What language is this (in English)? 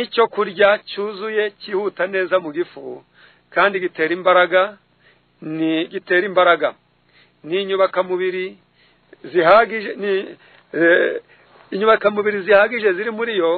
Kinyarwanda